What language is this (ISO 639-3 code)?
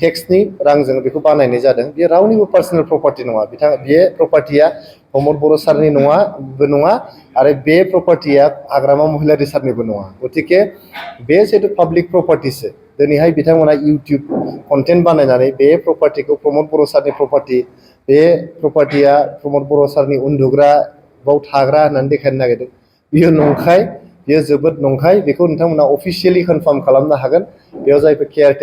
brx